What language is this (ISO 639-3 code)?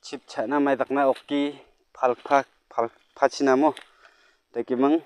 grt